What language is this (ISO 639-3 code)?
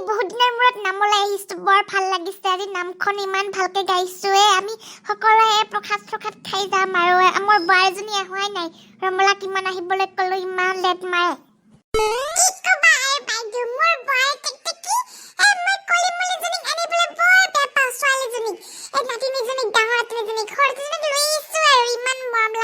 asm